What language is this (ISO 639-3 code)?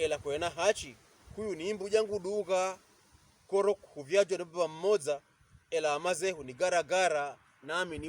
pkb